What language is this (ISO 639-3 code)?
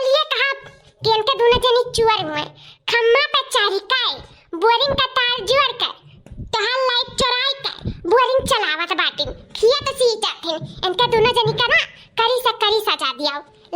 awa